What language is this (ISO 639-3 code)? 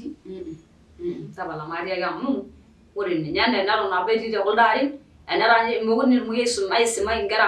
mas